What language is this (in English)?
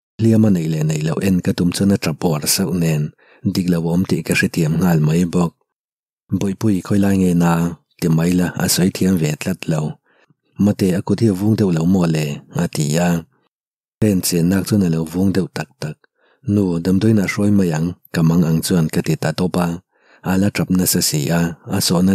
Mizo